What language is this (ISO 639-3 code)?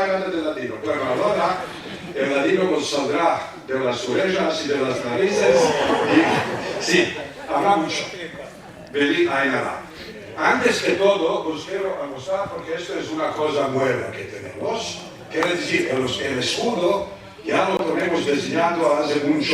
lad